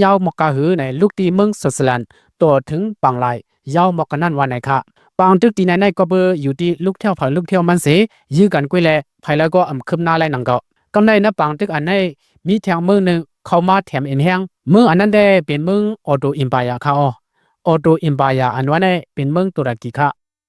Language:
Lao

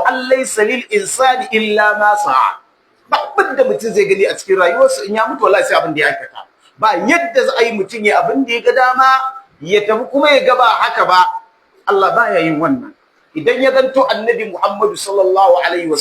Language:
Hausa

